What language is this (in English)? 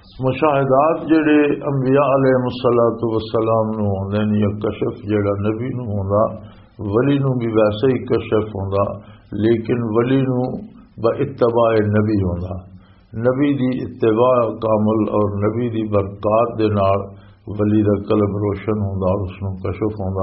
Western Panjabi